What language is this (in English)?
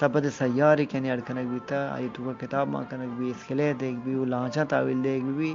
Eastern Balochi